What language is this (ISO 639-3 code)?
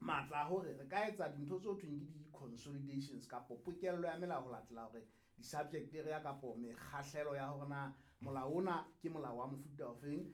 sot